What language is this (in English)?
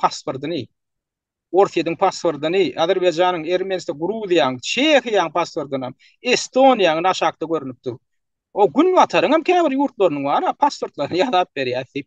Turkmen